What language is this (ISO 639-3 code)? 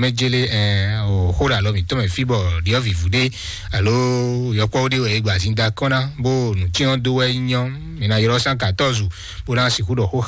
fon